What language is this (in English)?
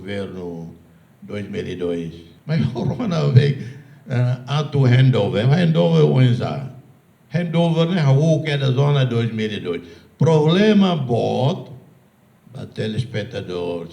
Tetum